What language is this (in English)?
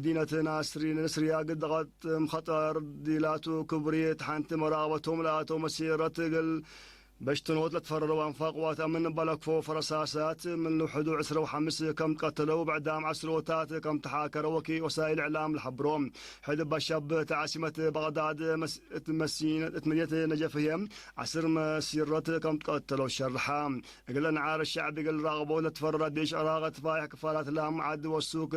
Tigre